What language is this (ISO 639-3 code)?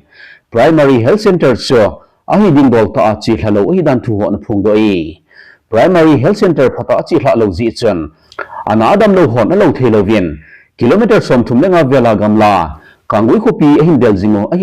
tcz